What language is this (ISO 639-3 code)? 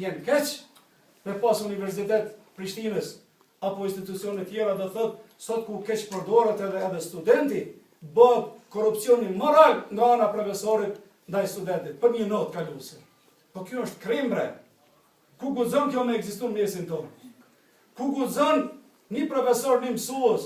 sqi